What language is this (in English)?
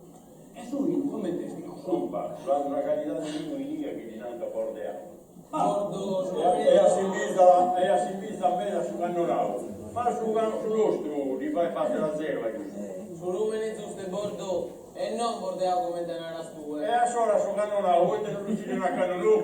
Sardinian